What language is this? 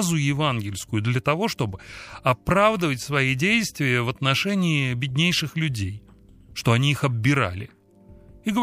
Russian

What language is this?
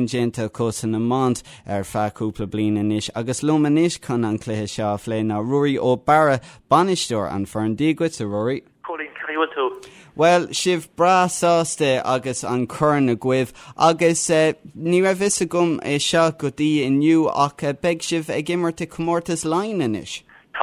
Irish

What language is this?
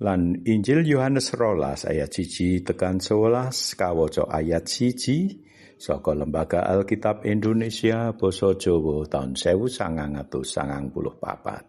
Javanese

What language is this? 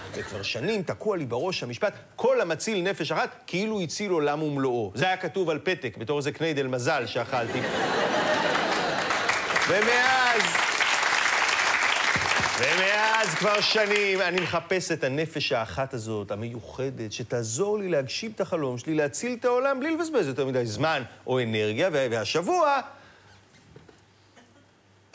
Hebrew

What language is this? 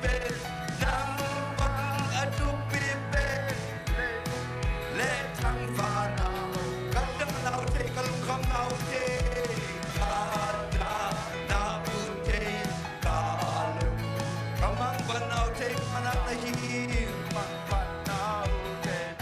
Tedim Chin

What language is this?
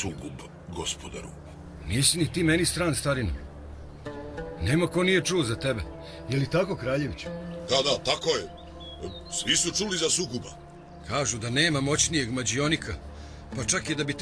Serbian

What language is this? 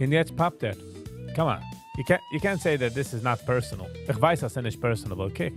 Yiddish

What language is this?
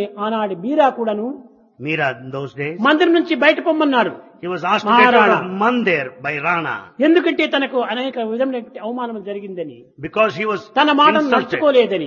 Telugu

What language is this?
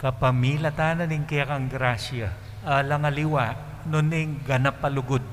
Pampanga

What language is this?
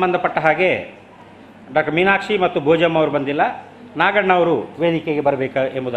Kannada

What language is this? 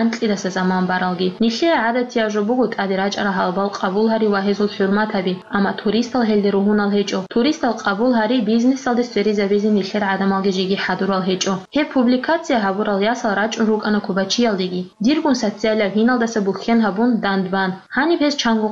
Avaric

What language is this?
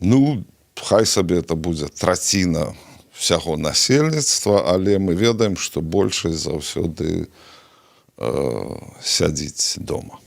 Belarusian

